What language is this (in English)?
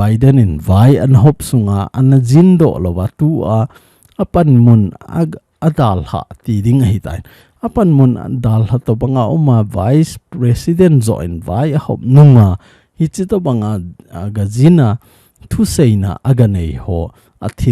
Thado Chin